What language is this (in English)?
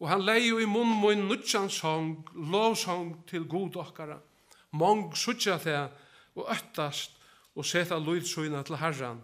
Faroese